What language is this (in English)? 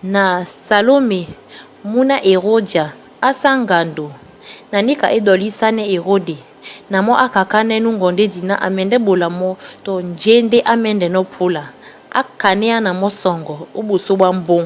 Duala